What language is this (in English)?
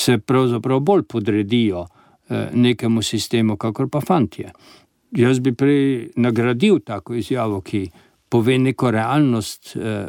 Slovenian